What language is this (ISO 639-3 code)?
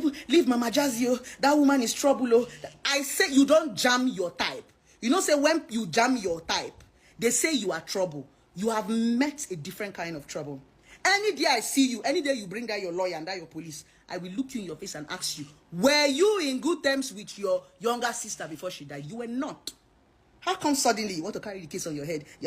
pcm